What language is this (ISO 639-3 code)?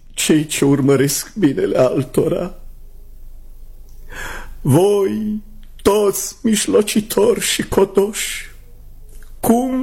ron